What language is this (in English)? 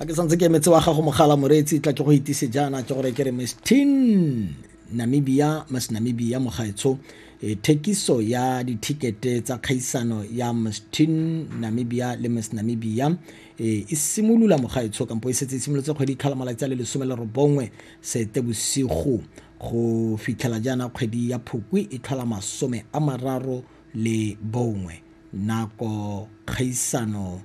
Tswana